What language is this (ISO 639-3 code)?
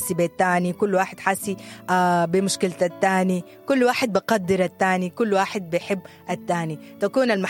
apd